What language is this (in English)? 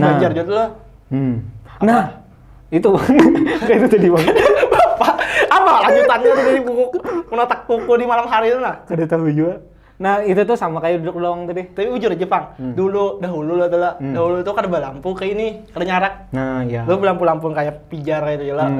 Banjar